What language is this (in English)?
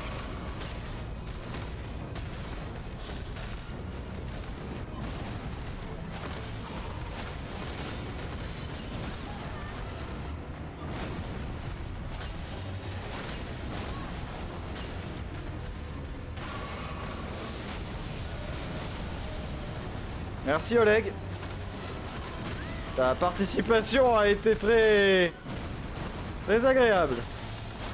French